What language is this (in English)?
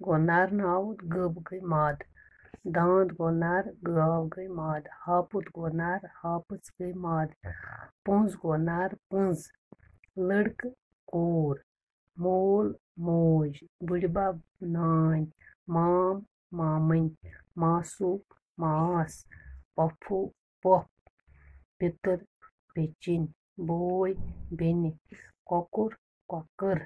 Kashmiri